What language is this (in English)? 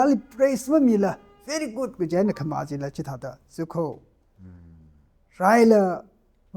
Tangkhul Naga (India)